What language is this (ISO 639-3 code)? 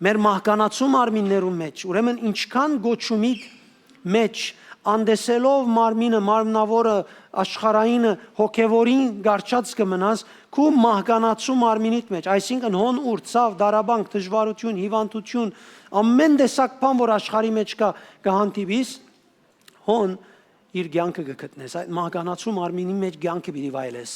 hyw